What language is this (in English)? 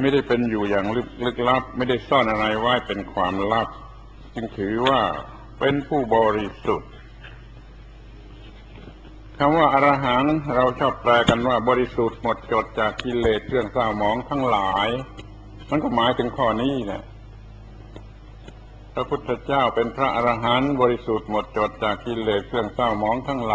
Thai